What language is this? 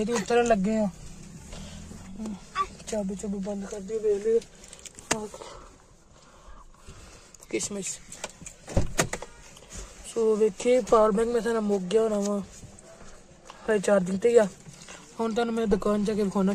Punjabi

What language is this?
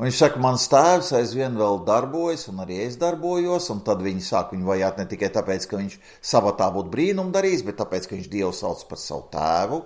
Latvian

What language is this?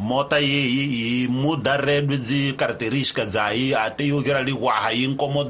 Tsonga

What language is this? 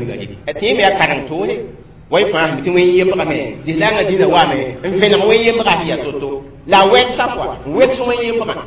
Mossi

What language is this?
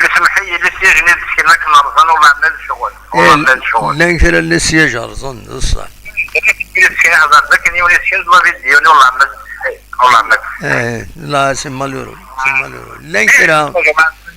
Kabyle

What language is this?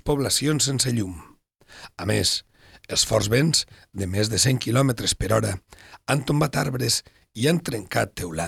Catalan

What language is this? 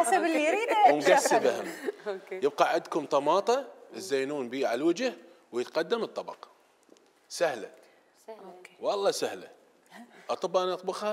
Mesopotamian Arabic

